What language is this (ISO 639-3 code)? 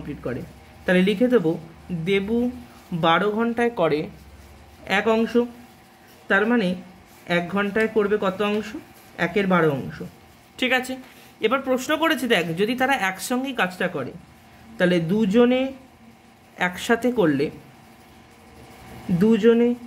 ben